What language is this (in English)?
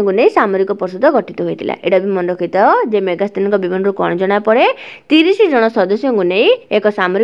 Odia